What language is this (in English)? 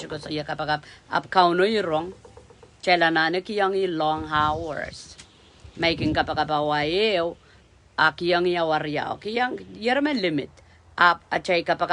Pohnpeian